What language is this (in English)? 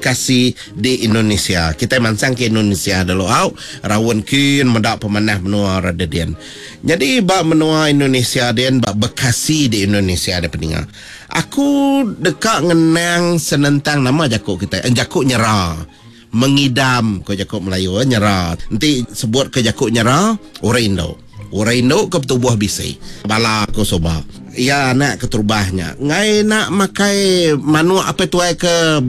Iban